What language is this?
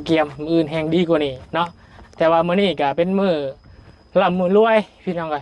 Lao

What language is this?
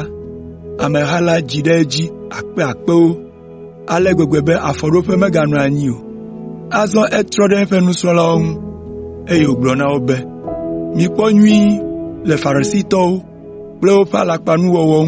Ewe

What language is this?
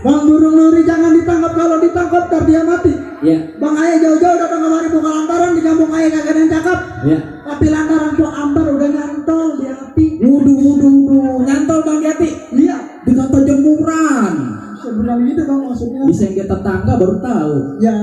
Betawi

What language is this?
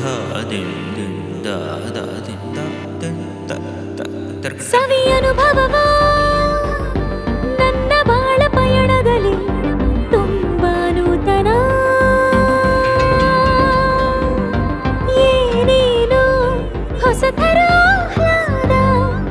Kannada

